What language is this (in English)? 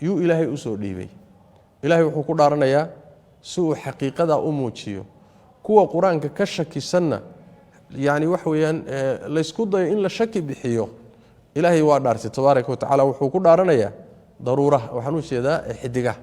Somali